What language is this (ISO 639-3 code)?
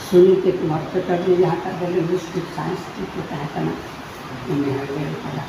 sat